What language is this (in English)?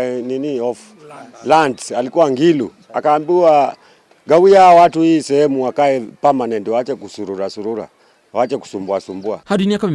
Kikuyu